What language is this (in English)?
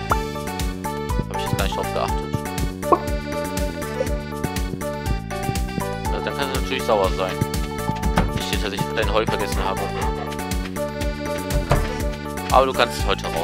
German